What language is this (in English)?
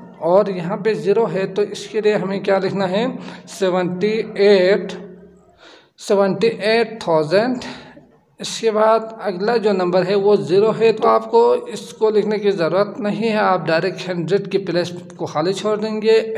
Hindi